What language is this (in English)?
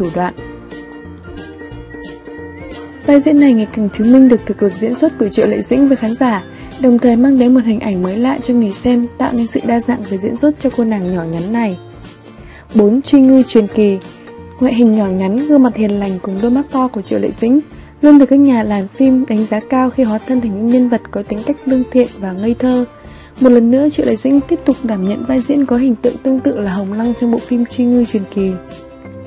Vietnamese